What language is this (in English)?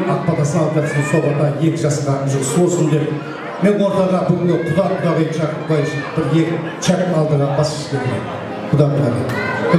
Kara-Kalpak